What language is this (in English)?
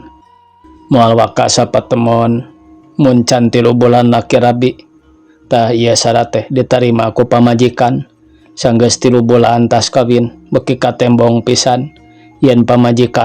Sundanese